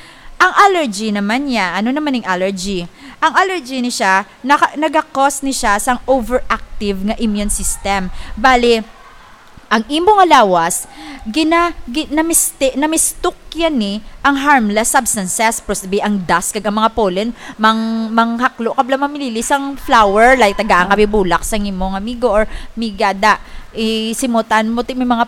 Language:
Hiligaynon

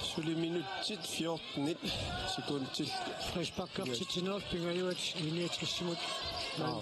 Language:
Kalaallisut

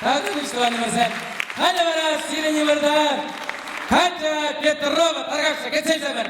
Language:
Chuvash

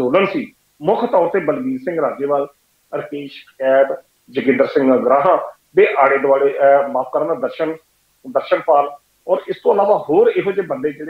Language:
Punjabi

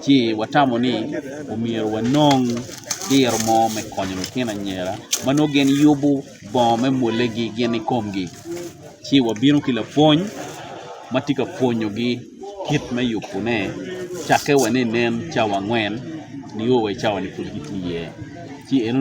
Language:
Acoli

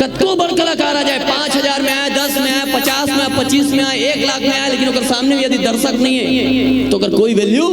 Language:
Chhattisgarhi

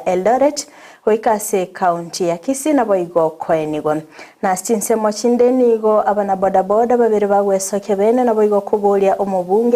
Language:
Gusii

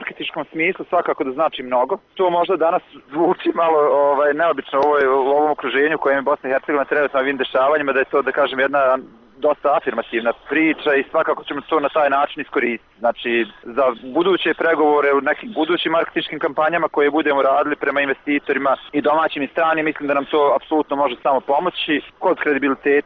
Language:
Bosnian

